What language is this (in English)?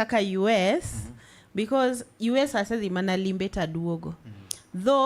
Luo (Kenya and Tanzania)